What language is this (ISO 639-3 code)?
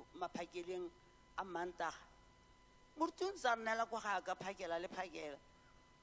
tsn